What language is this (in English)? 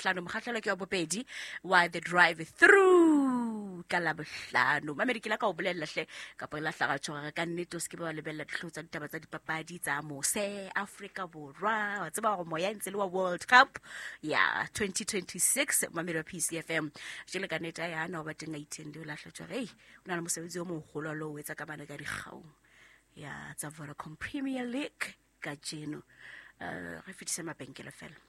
Southern Sotho